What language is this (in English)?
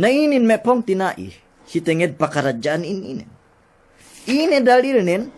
Yakan